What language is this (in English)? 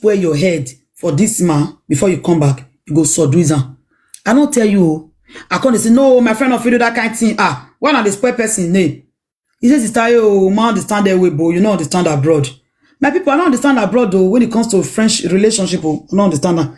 Nigerian Pidgin